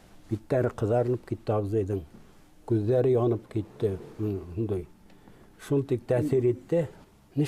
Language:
Bashkir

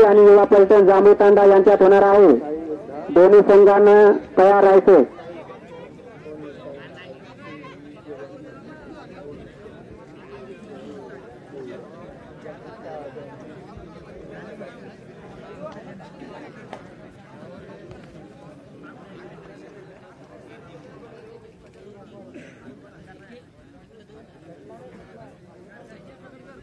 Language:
Marathi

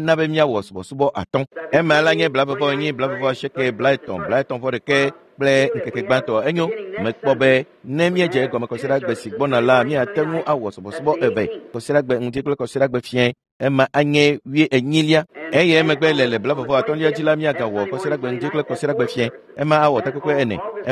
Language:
Ewe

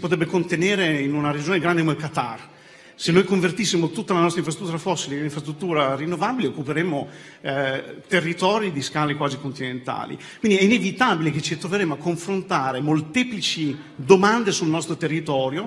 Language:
Italian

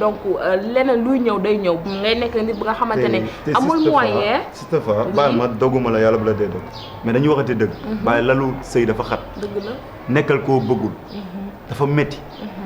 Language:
Wolof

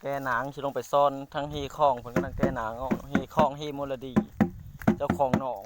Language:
Lao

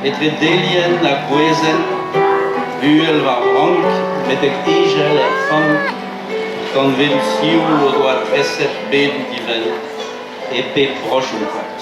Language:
Breton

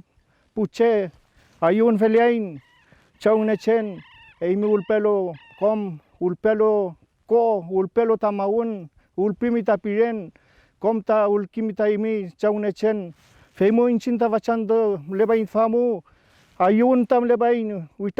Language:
Mapuche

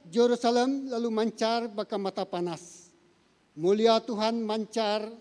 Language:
Iban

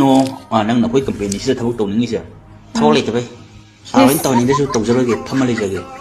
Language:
Manipuri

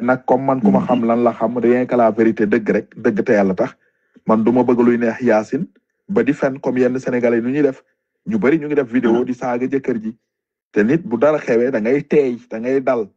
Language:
Wolof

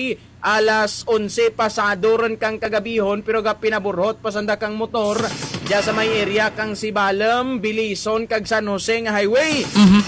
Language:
Hiligaynon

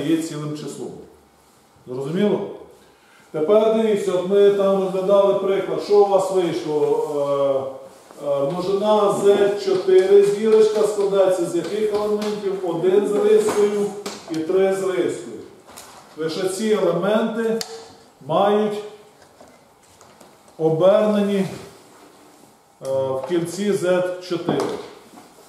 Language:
Ukrainian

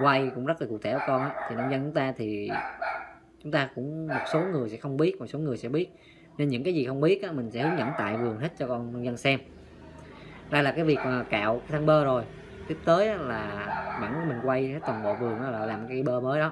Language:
Vietnamese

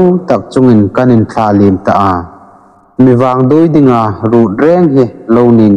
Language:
Hmar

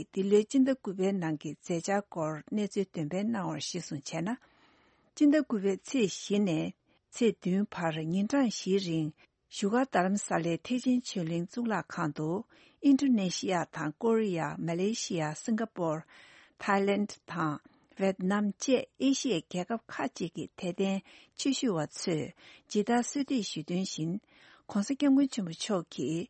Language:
Tibetan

